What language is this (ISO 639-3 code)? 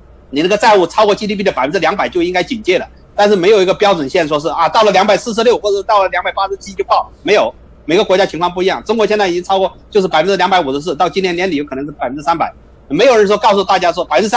zho